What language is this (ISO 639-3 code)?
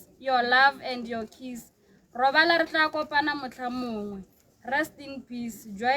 tsn